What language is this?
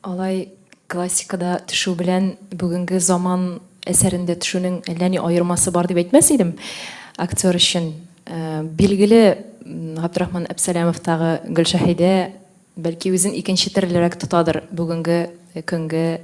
Tatar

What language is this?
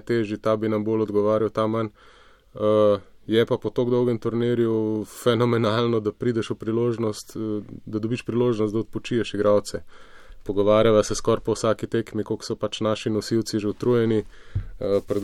Slovenian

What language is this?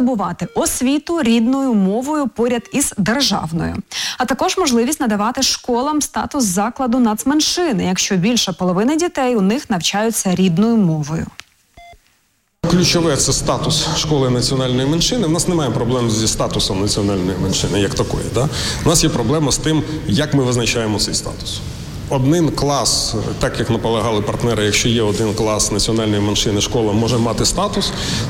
Ukrainian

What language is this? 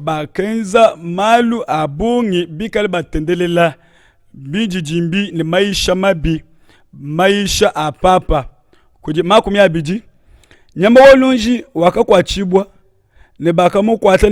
Luba-Lulua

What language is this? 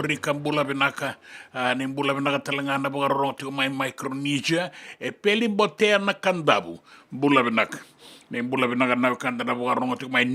Fijian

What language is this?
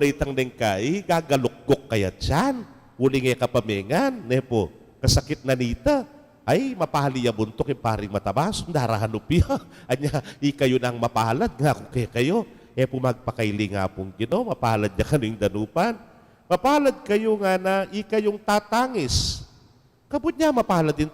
Pampanga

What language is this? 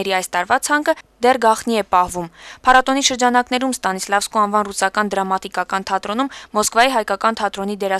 Armenian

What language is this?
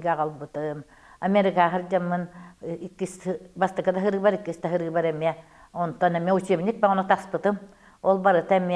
Yakut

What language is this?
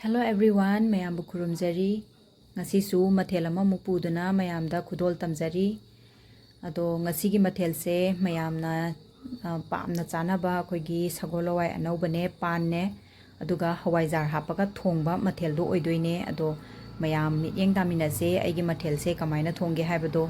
Manipuri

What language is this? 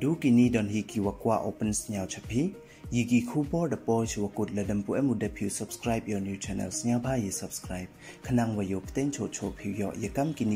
Pnar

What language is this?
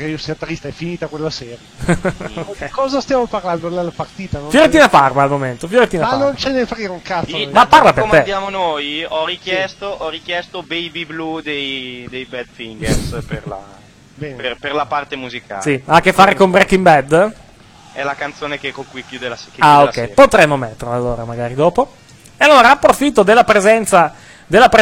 Italian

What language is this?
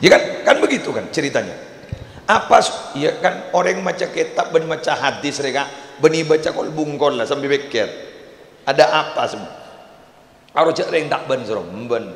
Madurese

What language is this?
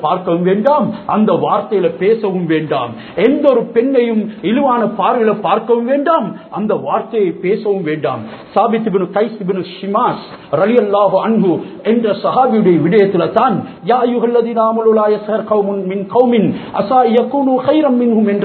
Tamil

